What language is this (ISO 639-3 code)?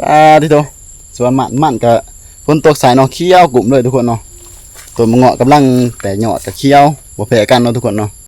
lao